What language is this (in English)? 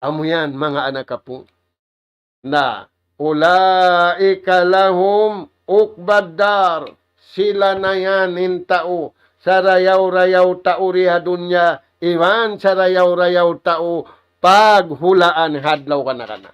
Tausug